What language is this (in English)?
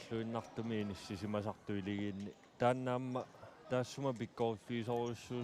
Kalaallisut